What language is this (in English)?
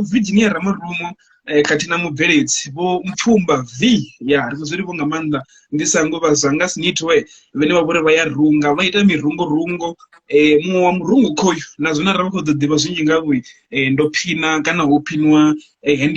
Venda